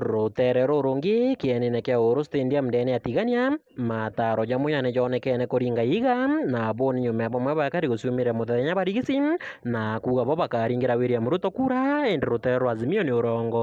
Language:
Meru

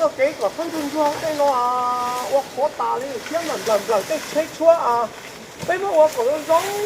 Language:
Hmong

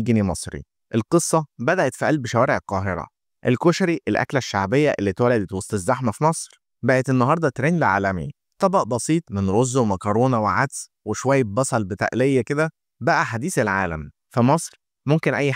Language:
Egyptian Arabic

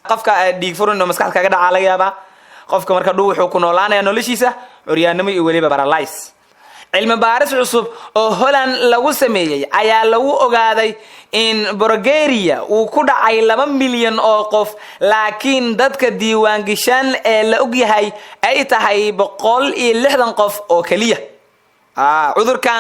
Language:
Somali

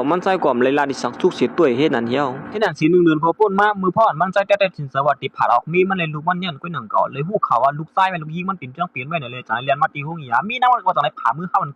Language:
Shan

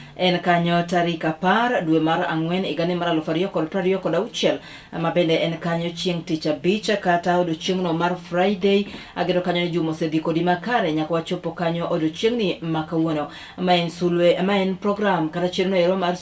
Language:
Luo (Kenya and Tanzania)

